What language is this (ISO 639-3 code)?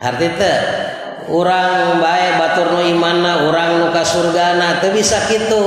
sun